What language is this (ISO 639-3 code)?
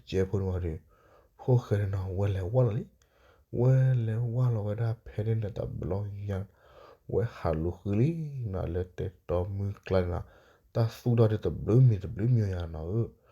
ksw